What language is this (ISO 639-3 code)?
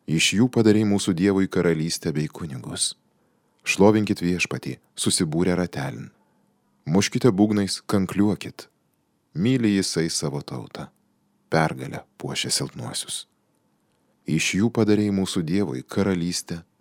lit